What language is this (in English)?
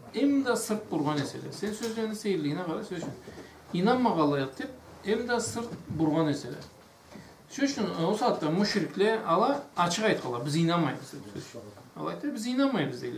Karachay-Balkar